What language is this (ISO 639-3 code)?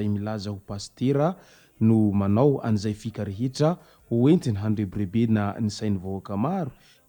mlg